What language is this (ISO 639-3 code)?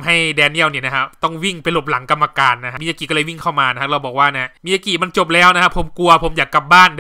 tha